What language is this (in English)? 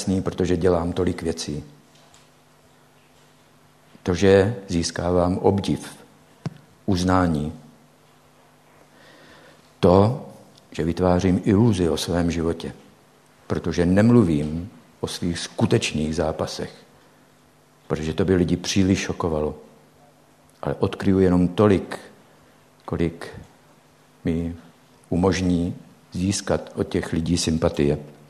Czech